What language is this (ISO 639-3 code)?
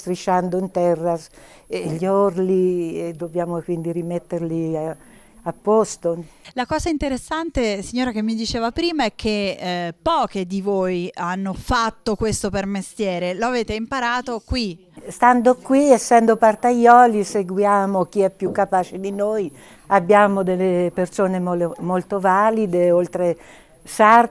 ita